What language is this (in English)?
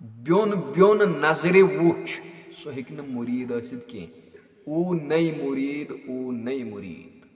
Kashmiri